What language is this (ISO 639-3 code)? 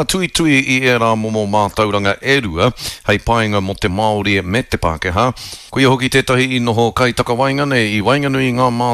mri